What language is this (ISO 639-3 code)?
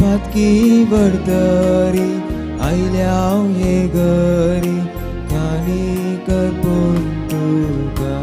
kok